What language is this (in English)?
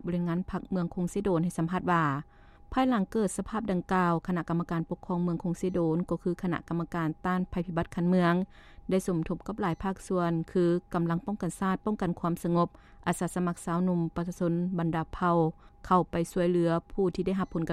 Lao